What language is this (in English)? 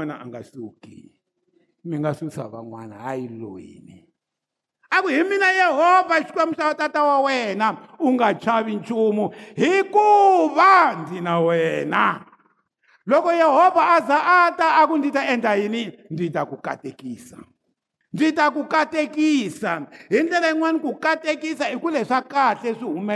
Tsonga